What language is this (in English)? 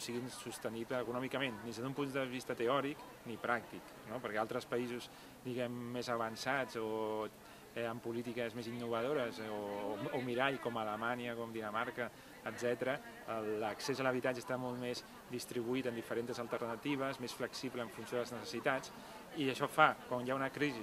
Catalan